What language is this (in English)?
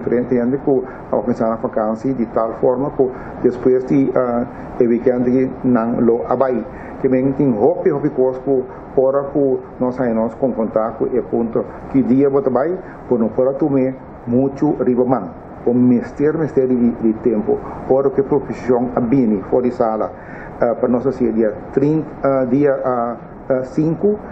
Papiamento